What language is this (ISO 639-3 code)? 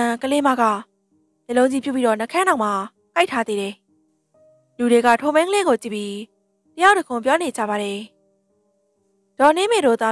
mya